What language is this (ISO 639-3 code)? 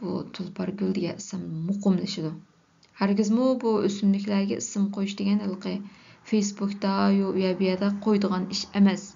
uig